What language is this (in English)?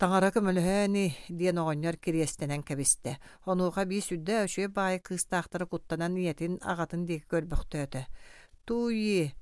Yakut